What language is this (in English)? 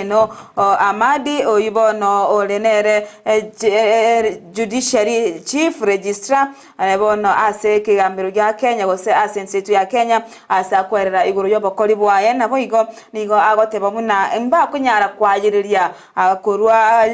Gusii